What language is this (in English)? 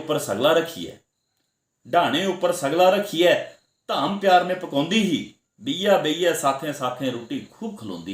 Dogri